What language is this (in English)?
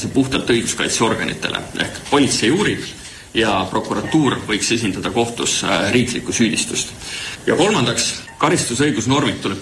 Estonian